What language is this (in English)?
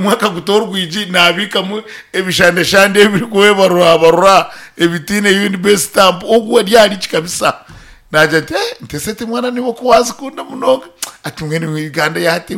Nyankole